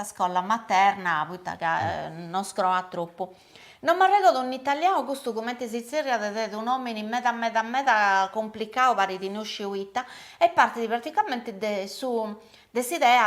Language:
Sardinian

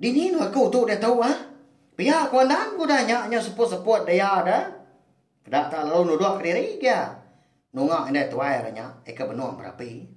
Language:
Iban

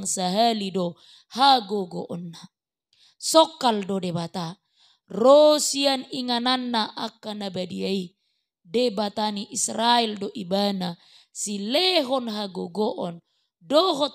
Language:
Batak Toba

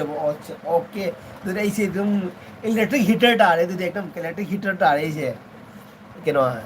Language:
Manipuri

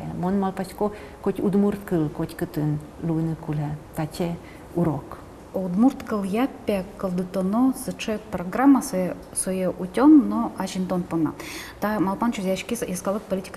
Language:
Udmurt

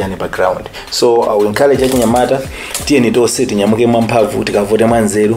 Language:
Nyanja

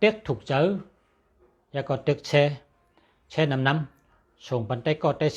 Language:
Shan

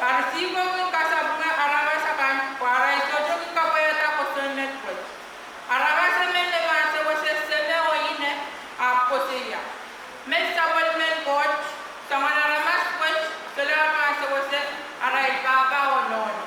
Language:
Pohnpeian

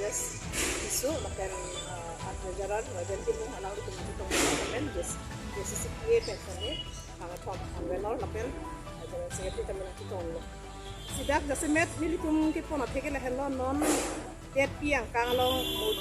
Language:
Karbi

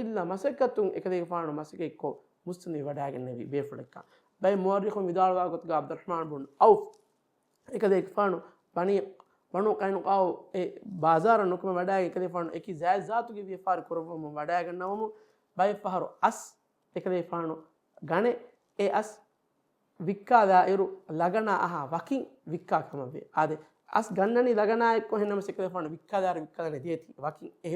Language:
Divehi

